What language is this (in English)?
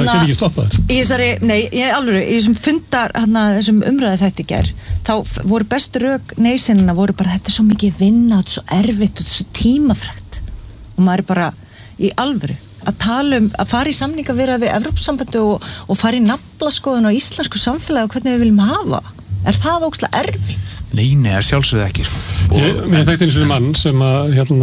Icelandic